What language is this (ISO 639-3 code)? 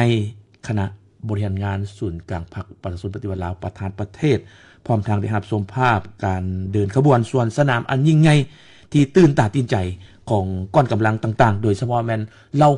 lao